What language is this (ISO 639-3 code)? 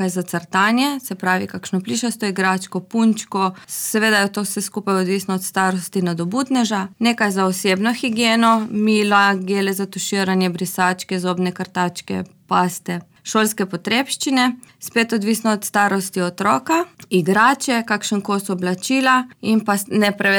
slv